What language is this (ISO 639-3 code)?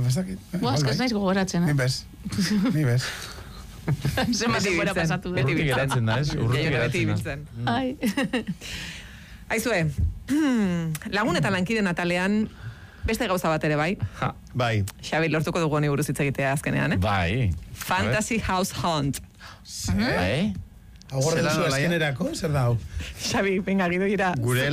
eus